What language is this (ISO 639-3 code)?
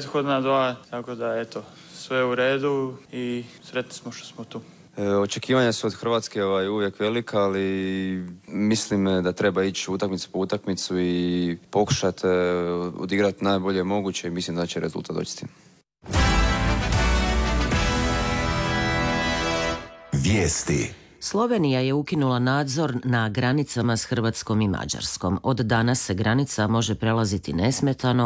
hrv